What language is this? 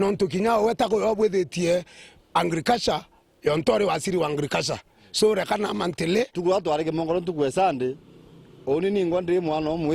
Meru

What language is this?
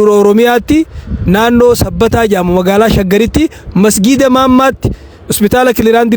Oromo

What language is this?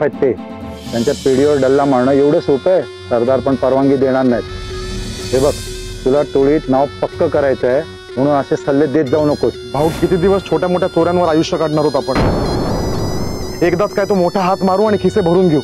Marathi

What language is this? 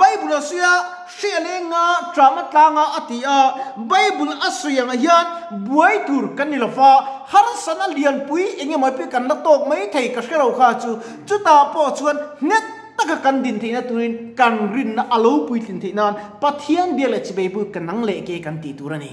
Mizo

